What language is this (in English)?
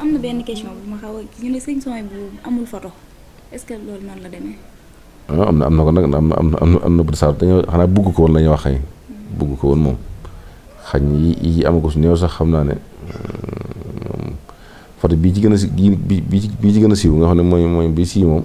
Wolof